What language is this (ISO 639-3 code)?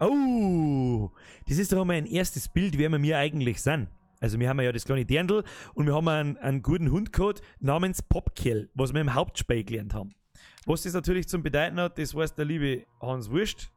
bar